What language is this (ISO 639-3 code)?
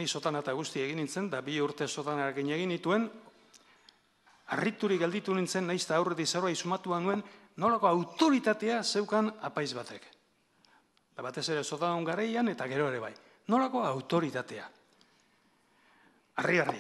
eus